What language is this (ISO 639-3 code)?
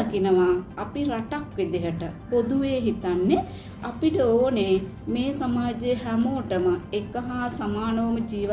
sin